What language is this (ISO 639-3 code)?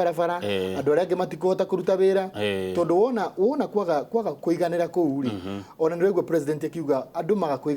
kik